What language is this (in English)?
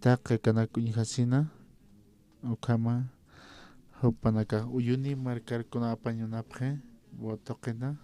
Aymara